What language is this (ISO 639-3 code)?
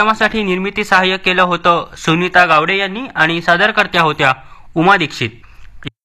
mar